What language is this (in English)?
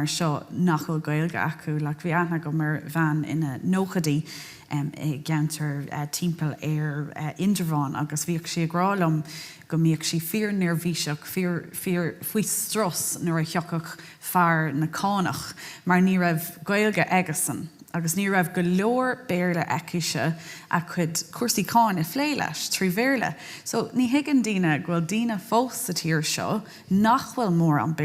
Irish